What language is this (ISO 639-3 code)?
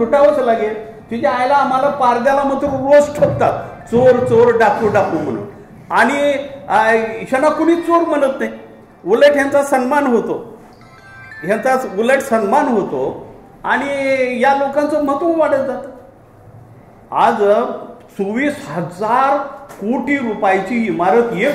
mar